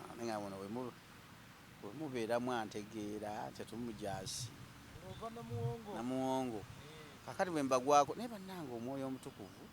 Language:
Ganda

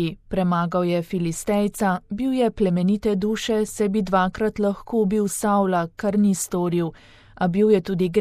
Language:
Slovenian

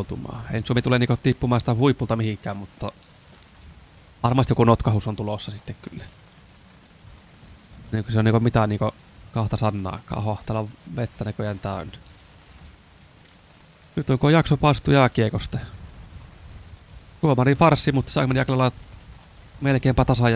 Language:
Finnish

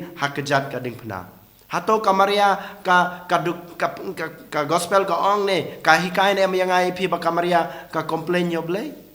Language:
Khasi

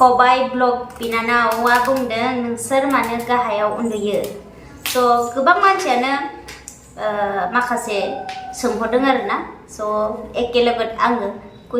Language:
Bodo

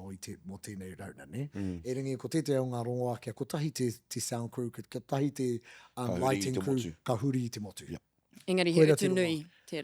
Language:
Māori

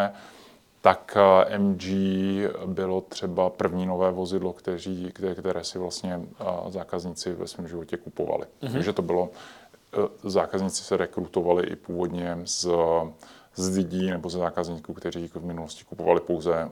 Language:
Czech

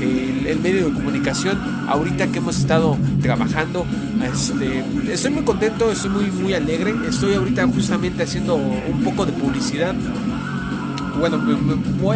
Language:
Spanish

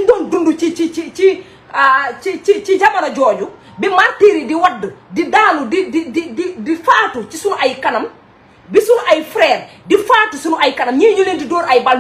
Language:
Wolof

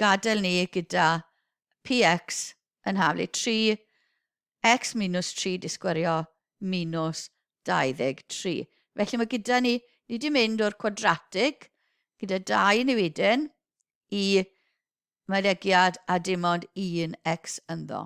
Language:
Welsh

